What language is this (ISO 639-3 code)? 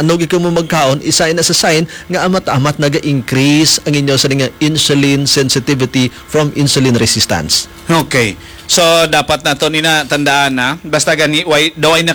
hil